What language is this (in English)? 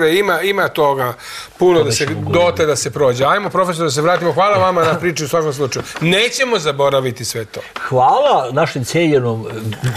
Serbian